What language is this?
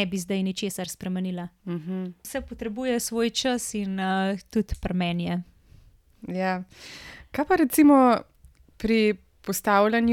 Slovenian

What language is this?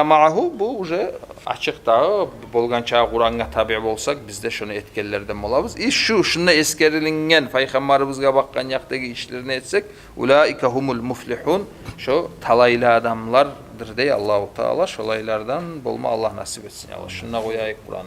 Kumyk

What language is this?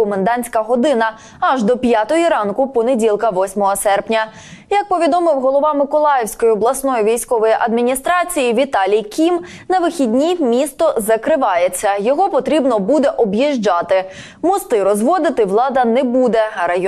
Ukrainian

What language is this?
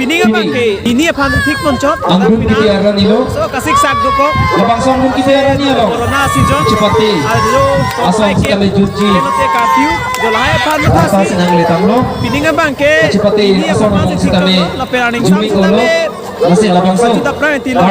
Karbi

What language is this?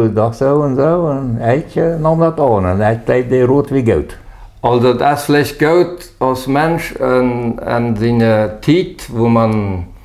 Plautdietsch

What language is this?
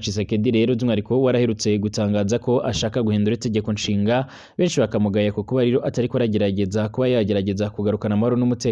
Rundi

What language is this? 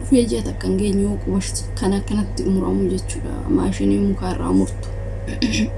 Oromo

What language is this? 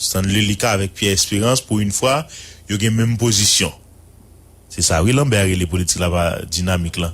Haitian Creole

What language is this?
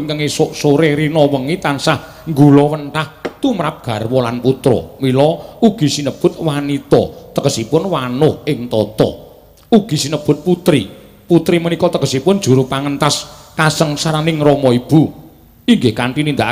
Javanese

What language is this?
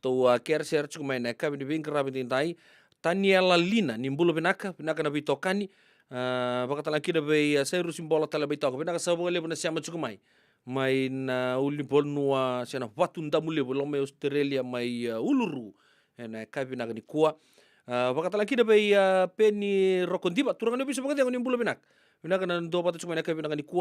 Fijian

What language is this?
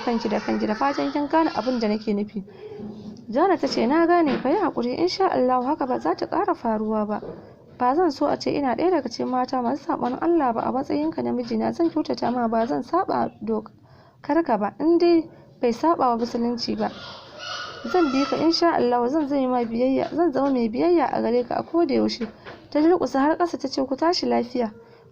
Hausa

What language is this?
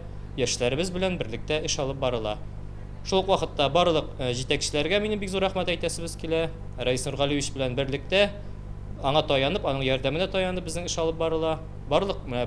Tatar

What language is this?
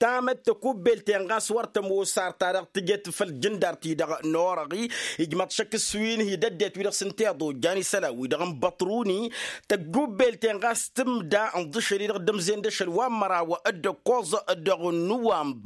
Tamasheq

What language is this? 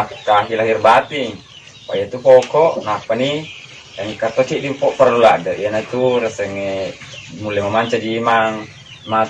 Buginese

